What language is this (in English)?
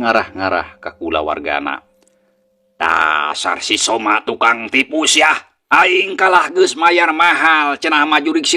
Sundanese